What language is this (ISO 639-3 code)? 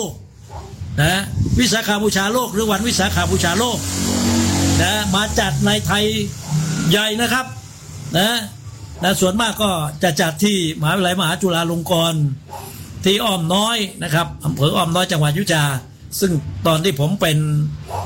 tha